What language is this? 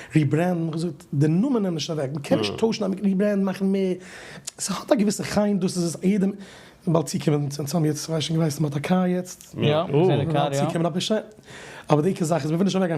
Yiddish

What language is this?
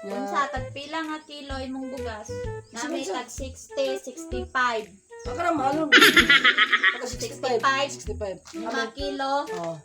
Cebuano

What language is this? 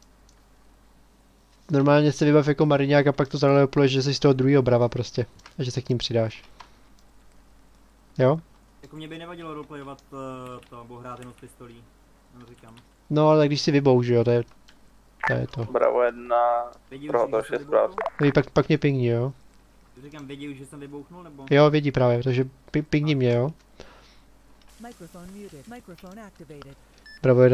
Czech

